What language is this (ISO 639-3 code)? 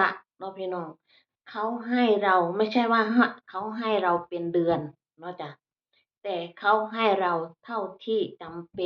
tts